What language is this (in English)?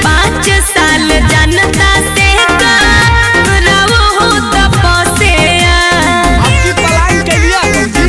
Magahi